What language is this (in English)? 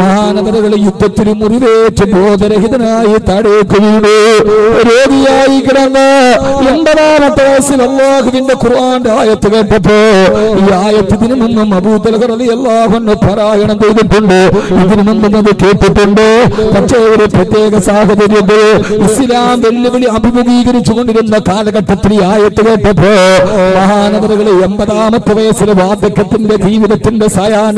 Malayalam